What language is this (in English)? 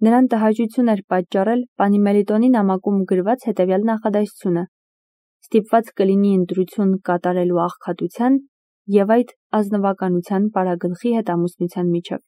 Armenian